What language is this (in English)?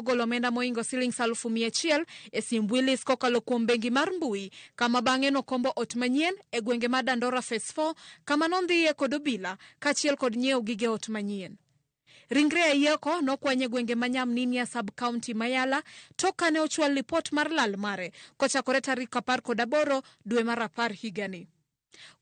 Luo (Kenya and Tanzania)